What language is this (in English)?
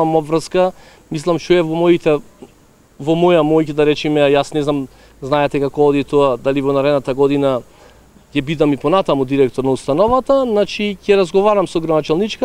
Macedonian